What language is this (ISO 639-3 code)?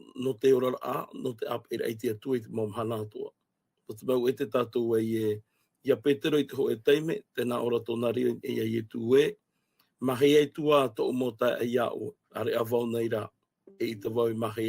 tah